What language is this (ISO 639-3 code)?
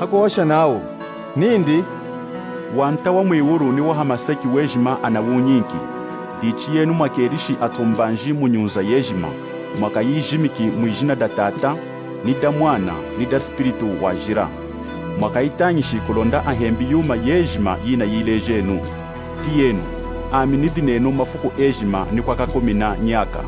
lun